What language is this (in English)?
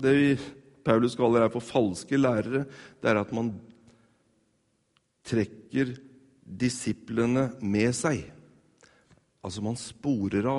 Norwegian